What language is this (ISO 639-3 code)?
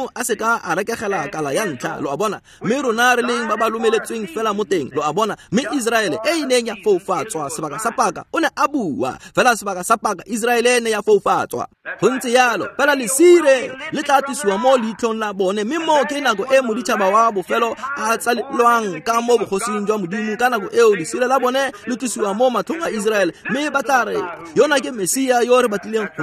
tsn